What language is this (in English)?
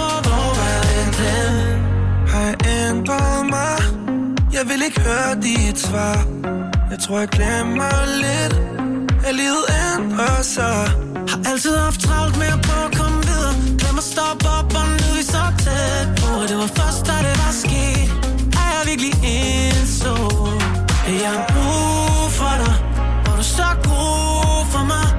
Danish